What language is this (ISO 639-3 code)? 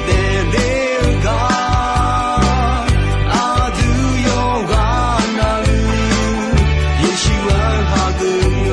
ahk